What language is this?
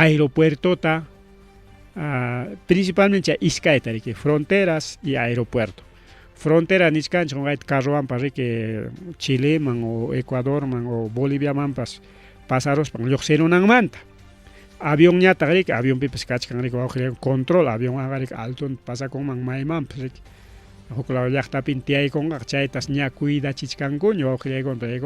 Ayacucho Quechua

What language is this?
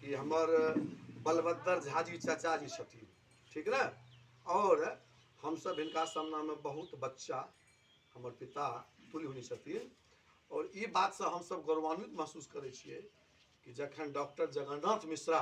Maithili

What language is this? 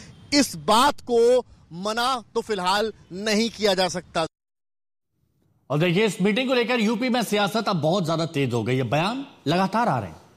Hindi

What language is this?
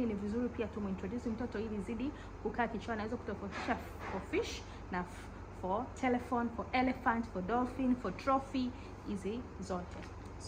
Swahili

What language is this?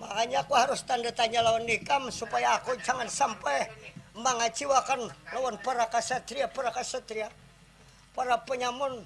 Banjar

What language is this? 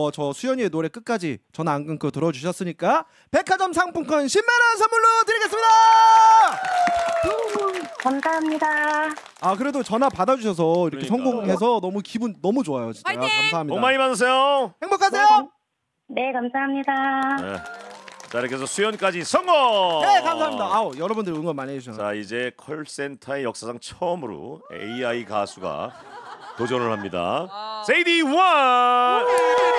Korean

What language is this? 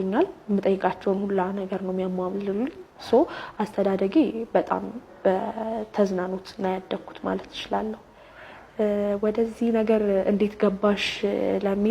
Amharic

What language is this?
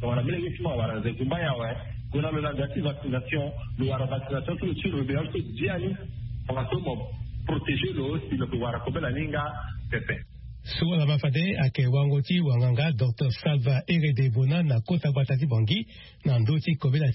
Sango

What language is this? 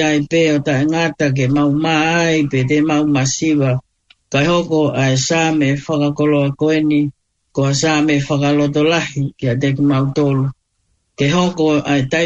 Tongan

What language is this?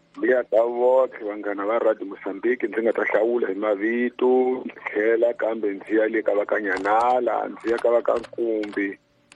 Tsonga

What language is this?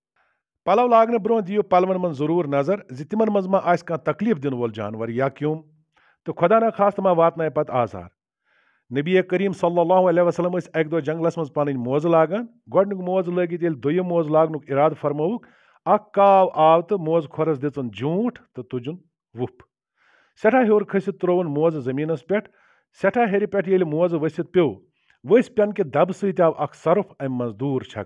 Kashmiri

